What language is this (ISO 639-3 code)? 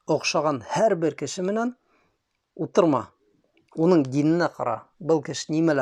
bak